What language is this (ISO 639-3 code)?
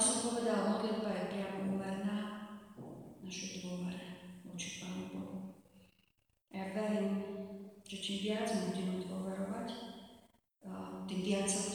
slk